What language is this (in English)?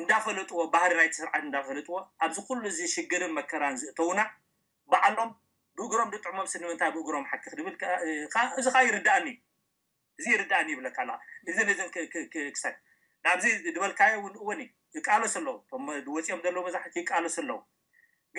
Tigrinya